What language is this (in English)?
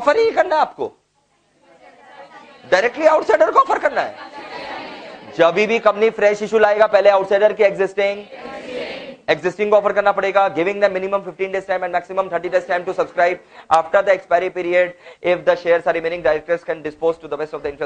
Hindi